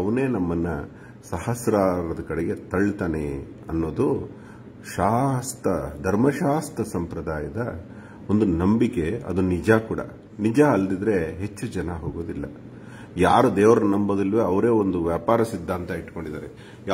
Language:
Kannada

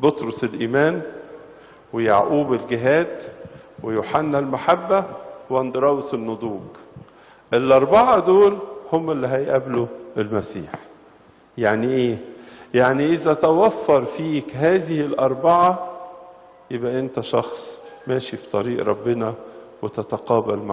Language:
Egyptian Arabic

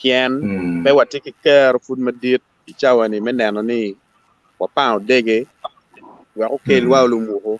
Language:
Acoli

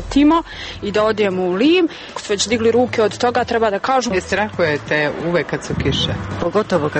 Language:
Serbian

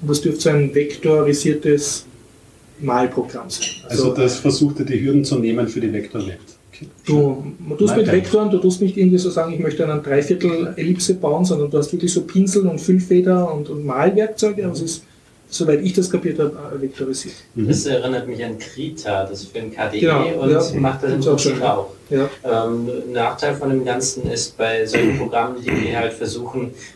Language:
German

